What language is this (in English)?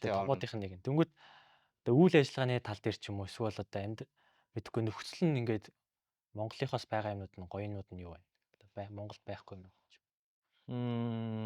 Mongolian